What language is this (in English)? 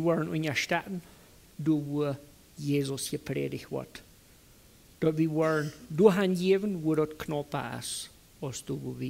Plautdietsch